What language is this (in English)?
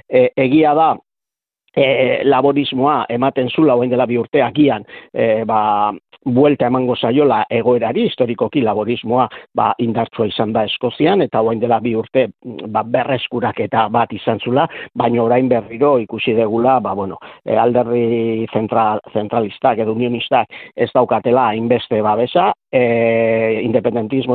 Basque